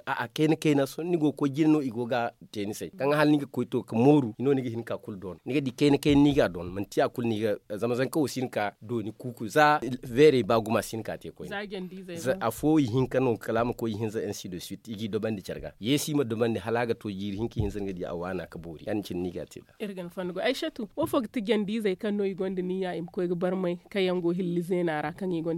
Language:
Zarma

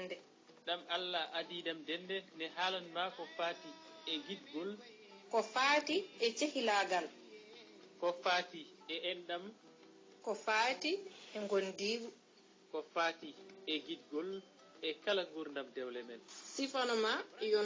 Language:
Fula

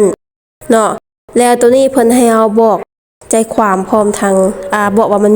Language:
Lao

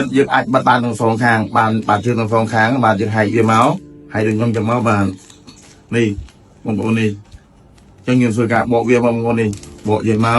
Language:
Khmer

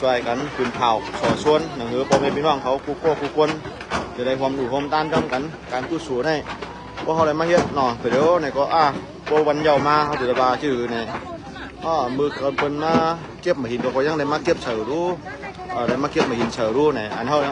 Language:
Shan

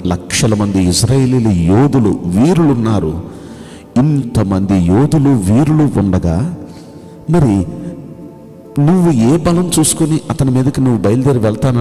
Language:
Telugu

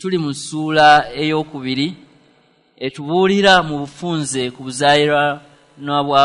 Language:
Ganda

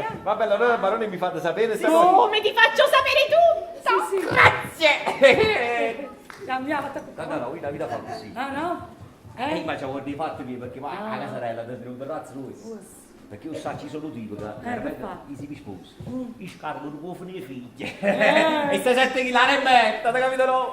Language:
Neapolitan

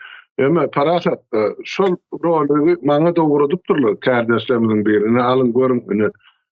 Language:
Turkmen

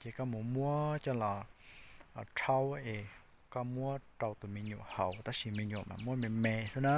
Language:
Hmong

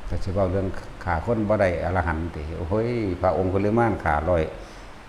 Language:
Northeastern Thai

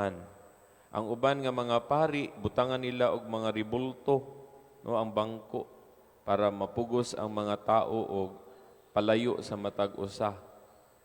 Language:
Cebuano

